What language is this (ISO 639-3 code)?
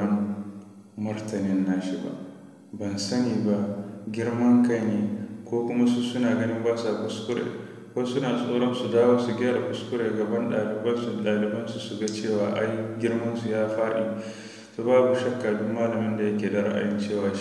hau